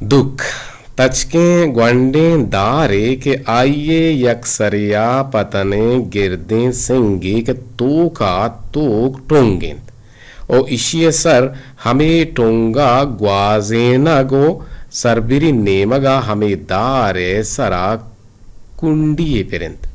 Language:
Eastern Balochi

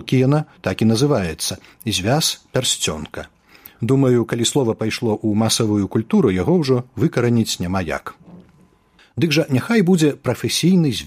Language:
Belarusian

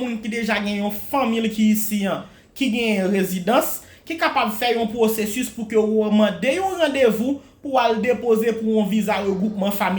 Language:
Haitian Creole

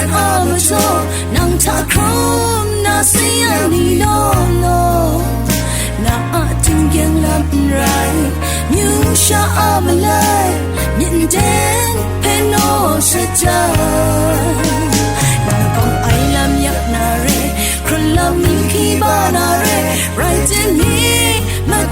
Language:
Kachin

